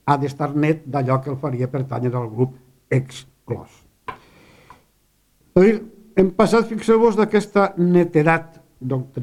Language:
Catalan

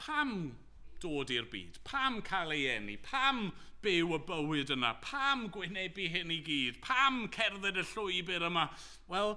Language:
Welsh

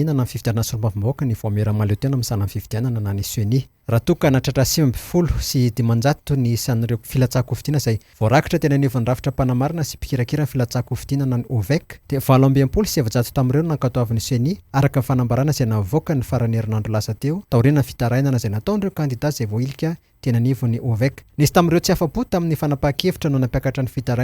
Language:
Malagasy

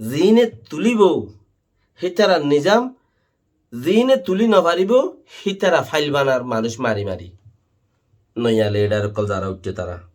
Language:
Rohingya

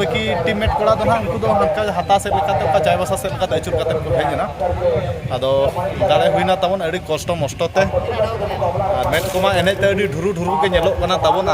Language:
Santali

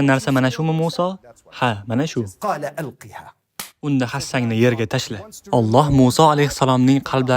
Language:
Uzbek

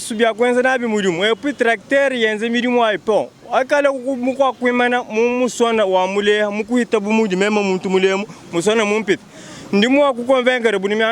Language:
Luba-Lulua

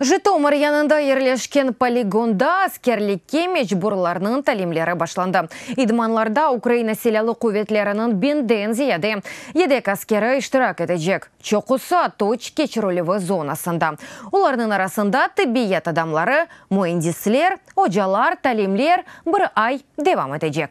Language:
Crimean Tatar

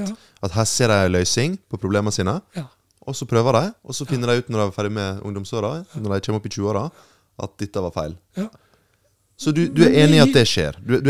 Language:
Norwegian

